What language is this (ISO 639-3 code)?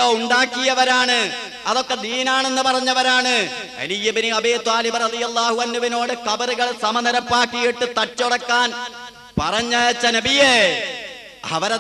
mal